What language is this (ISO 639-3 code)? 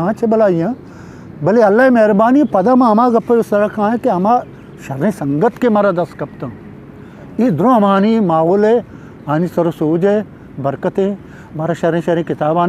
bgp